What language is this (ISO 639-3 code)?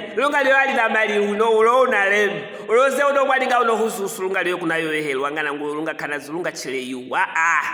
lue